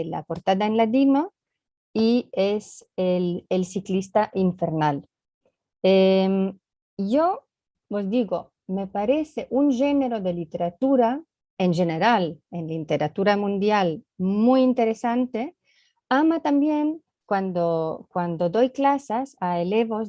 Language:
Ladino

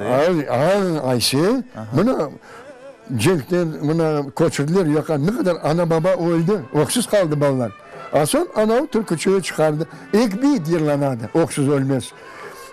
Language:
Crimean Tatar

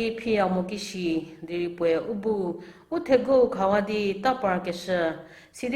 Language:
Angami Naga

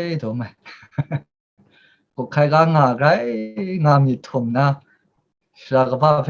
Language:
Kachin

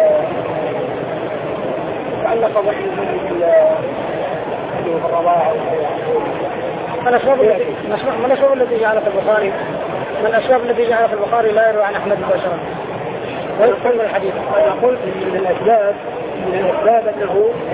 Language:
Arabic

